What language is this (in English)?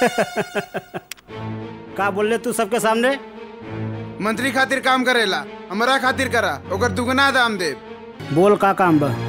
Bhojpuri